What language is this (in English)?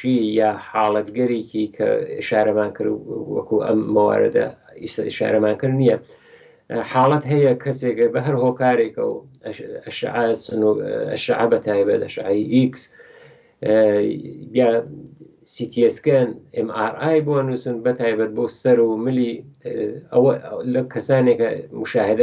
Central Kurdish